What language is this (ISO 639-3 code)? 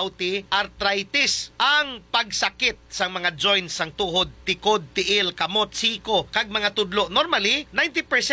hil